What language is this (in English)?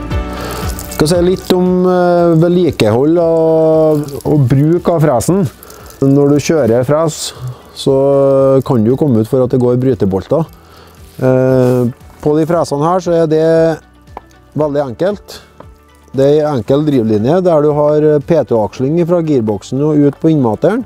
Norwegian